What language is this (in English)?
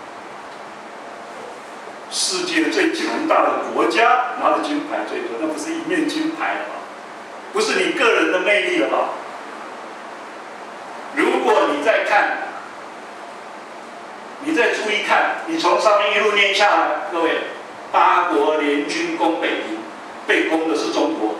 Chinese